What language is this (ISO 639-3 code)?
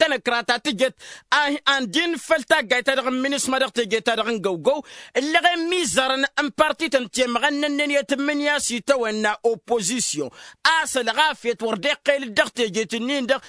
taq